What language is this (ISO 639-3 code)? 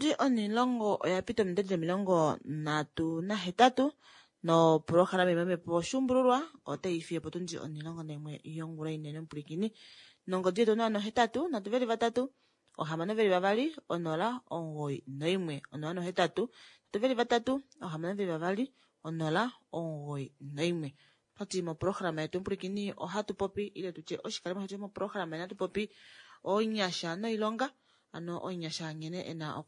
kua